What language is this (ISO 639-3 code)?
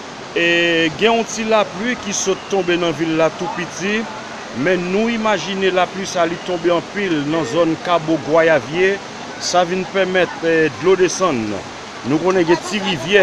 hat